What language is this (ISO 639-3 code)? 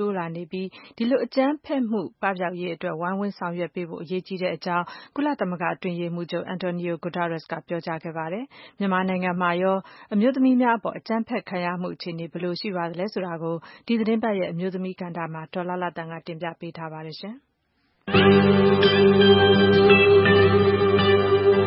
mya